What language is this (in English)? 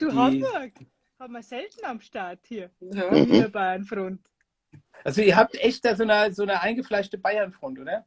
Bavarian